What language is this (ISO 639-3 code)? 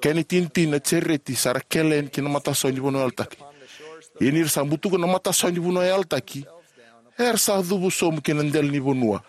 fij